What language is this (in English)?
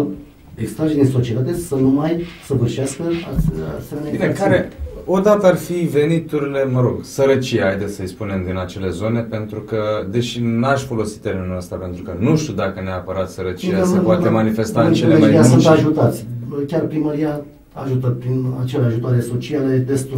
Romanian